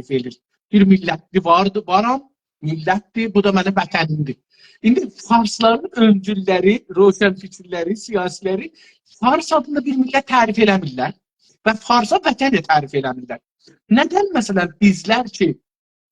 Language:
South Azerbaijani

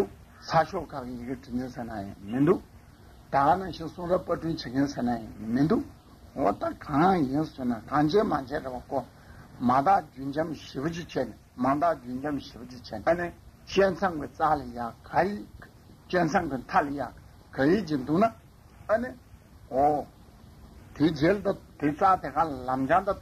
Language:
Tibetan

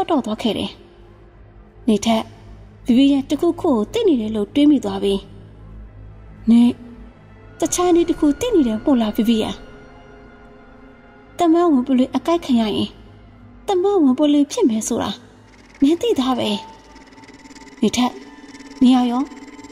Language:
Burmese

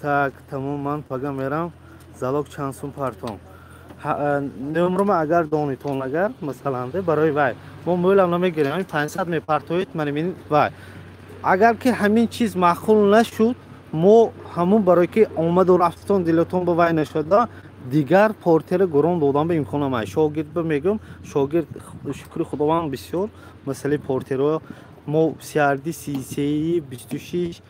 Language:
Tajik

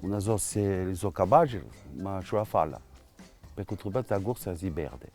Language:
Corsican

